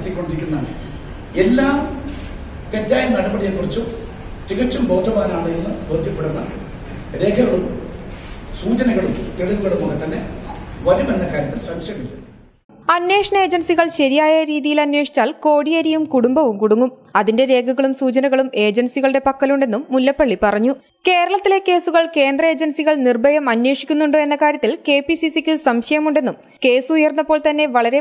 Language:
Malayalam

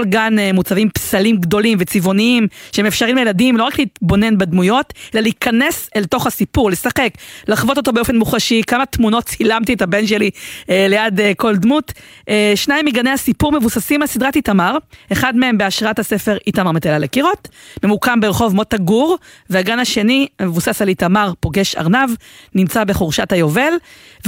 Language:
Hebrew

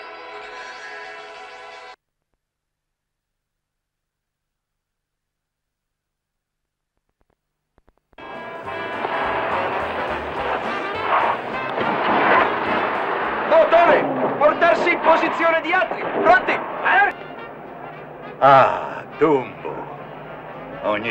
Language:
Italian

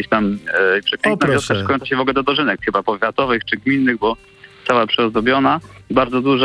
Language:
Polish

